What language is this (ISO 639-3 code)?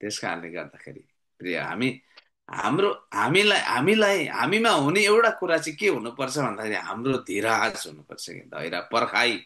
nep